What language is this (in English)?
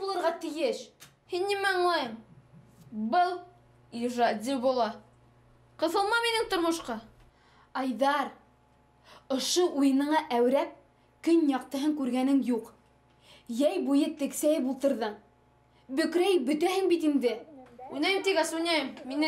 Bashkir